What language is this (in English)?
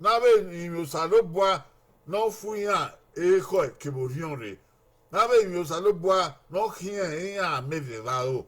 Bini